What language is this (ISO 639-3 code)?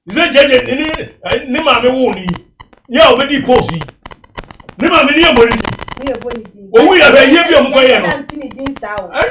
aka